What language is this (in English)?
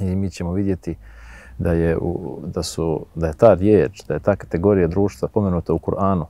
Bosnian